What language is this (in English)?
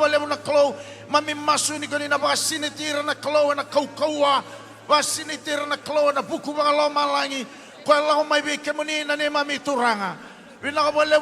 Fijian